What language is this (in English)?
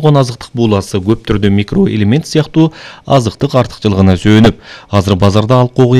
Kyrgyz